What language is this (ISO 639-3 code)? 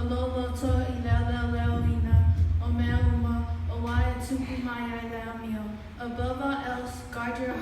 smo